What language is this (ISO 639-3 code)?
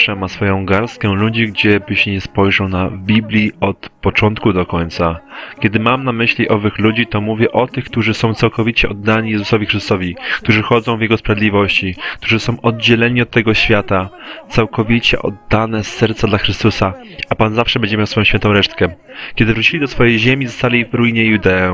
pol